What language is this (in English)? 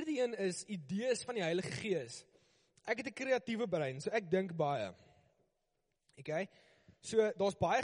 Afrikaans